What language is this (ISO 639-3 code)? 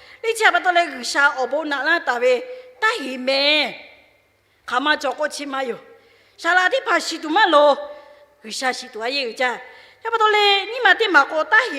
lhu